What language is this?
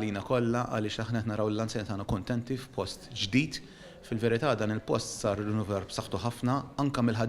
Maltese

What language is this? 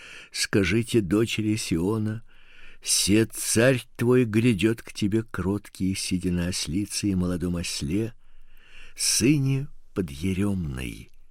Russian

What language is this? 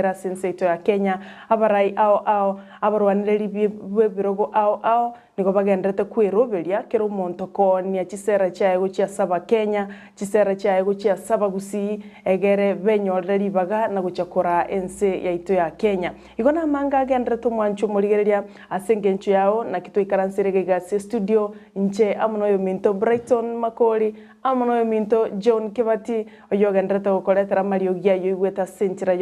Gusii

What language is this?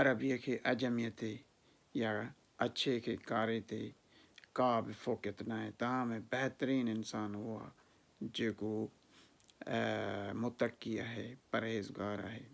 Sindhi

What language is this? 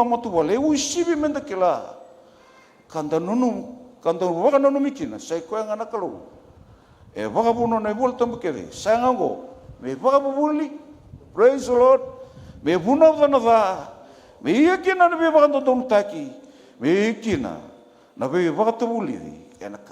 Fijian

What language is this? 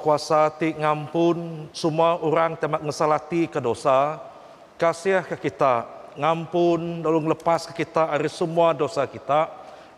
Iban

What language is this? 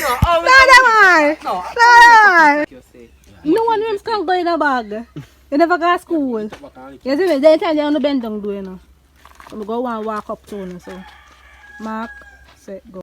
Jamaican Creole English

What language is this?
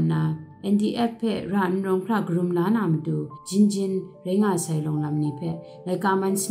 Kachin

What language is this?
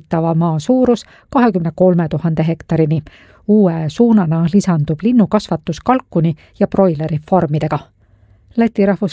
Estonian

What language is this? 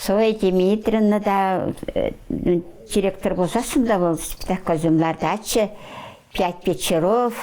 Chuvash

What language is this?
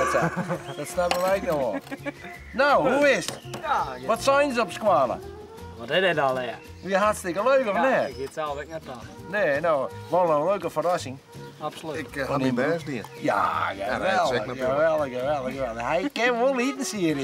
Western Frisian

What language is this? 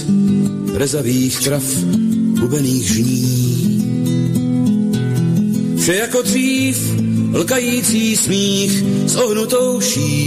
Czech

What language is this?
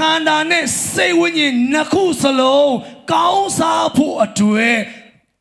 Tedim Chin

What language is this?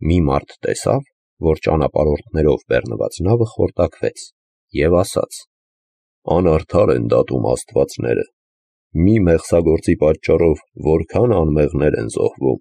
Armenian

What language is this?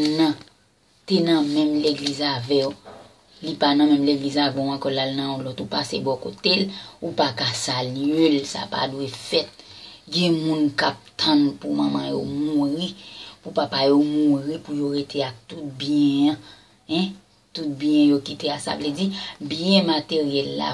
Haitian Creole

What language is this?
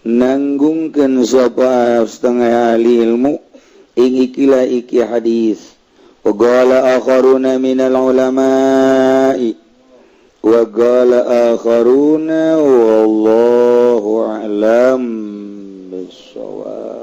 Sundanese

